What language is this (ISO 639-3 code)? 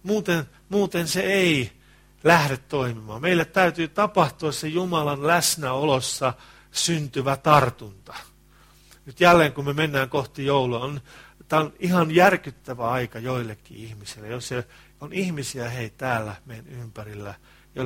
fin